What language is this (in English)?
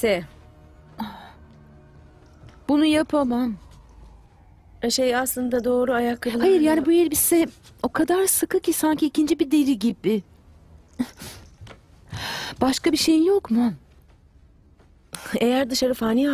Turkish